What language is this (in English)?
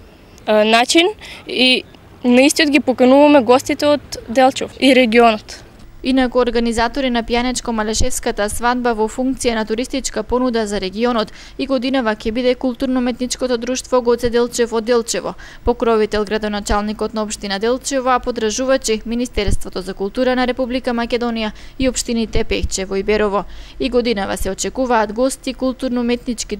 Macedonian